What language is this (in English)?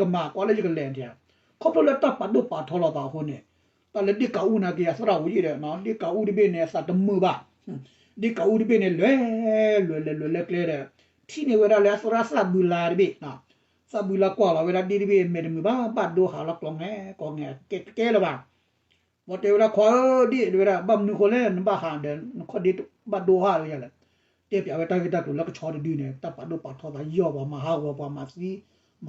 S'gaw Karen